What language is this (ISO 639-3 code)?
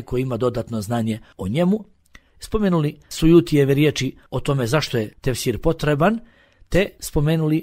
bos